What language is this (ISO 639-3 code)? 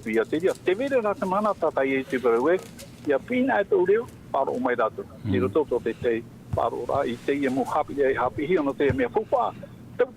tah